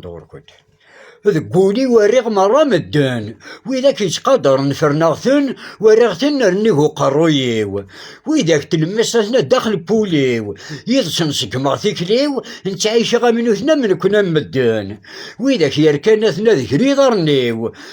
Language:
Kabyle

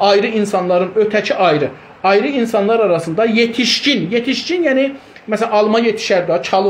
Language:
South Azerbaijani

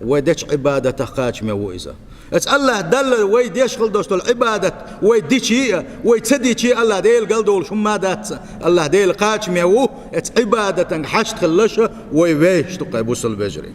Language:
Chechen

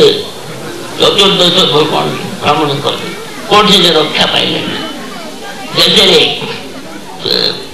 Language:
Odia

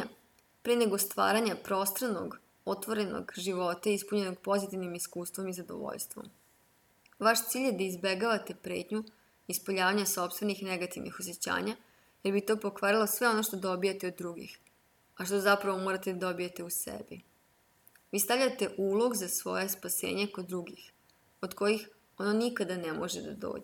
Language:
Serbian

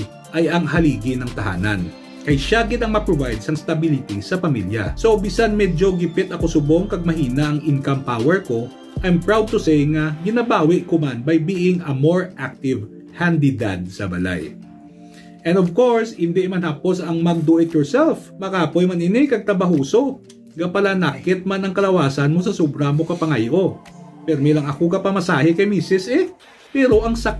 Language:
Hiligaynon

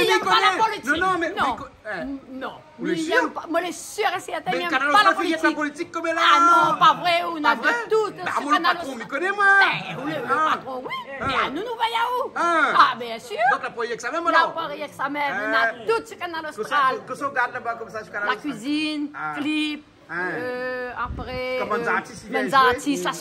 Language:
Réunion Creole French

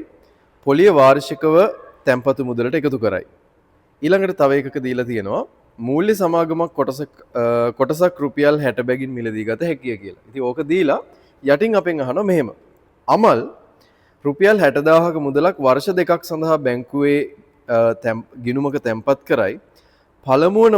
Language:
Sinhala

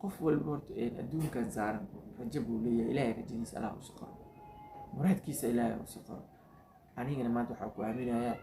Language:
Somali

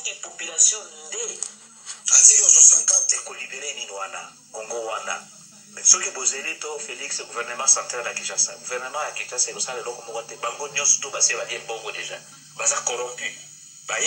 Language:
Lingala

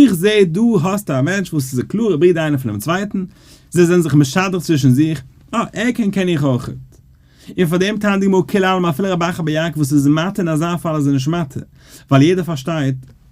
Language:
Yiddish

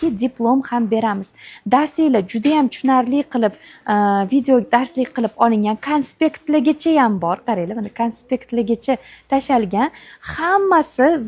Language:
Uzbek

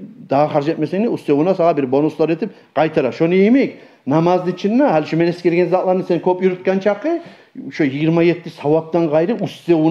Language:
Kumyk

